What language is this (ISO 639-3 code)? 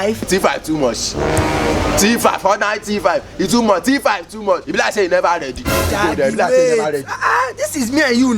pcm